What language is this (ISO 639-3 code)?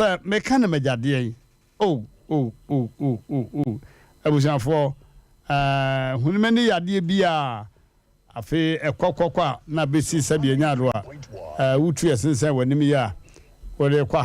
aka